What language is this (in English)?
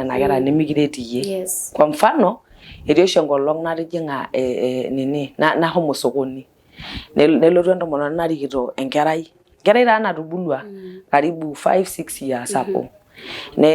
Masai